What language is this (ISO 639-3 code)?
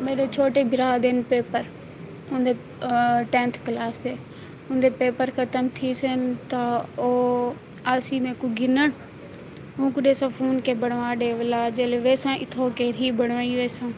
skr